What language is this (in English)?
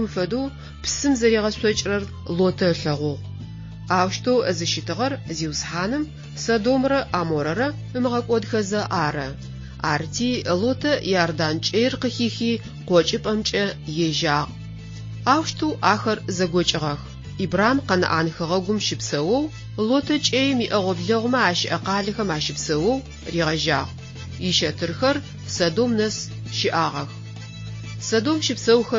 Adyghe